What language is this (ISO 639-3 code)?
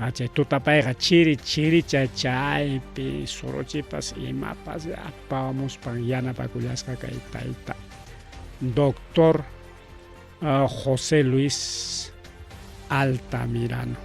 quy